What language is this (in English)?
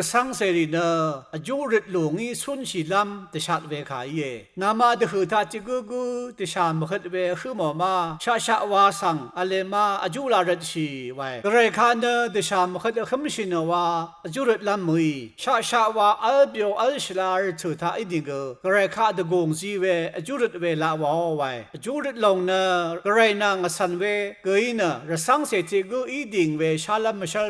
Rawang